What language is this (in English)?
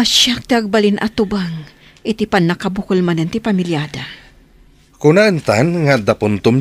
Iloko